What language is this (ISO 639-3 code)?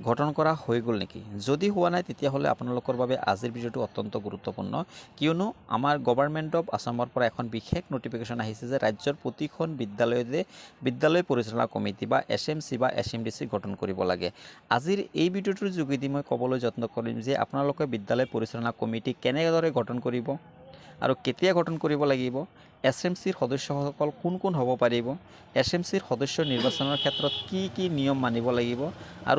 asm